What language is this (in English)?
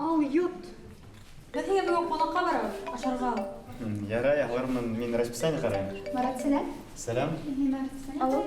Bashkir